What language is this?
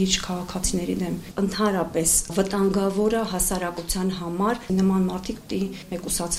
Armenian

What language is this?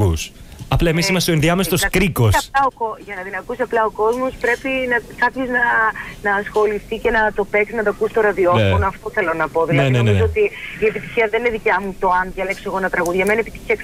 Greek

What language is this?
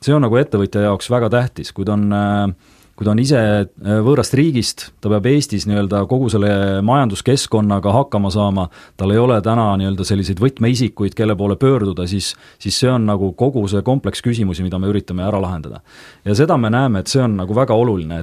Estonian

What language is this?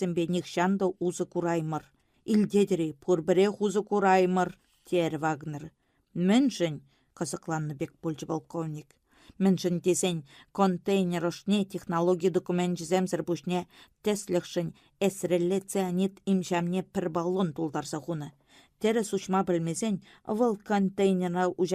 Chuvash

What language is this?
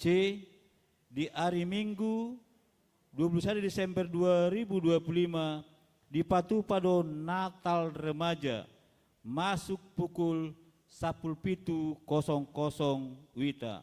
Batak Toba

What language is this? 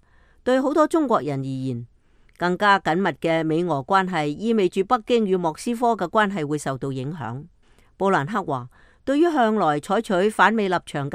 Cantonese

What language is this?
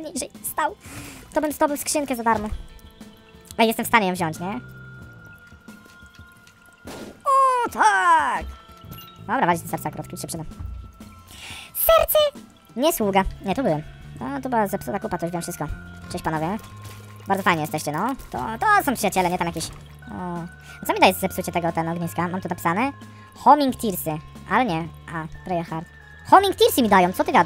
Polish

